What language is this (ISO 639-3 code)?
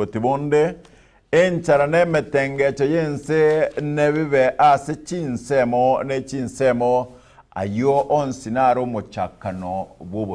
guz